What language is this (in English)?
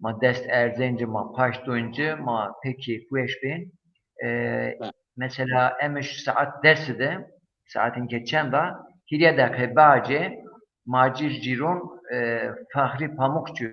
Zaza